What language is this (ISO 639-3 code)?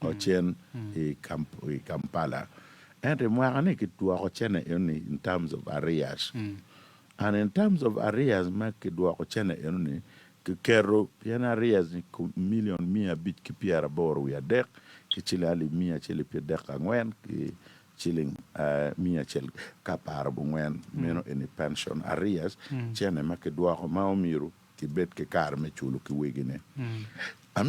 ach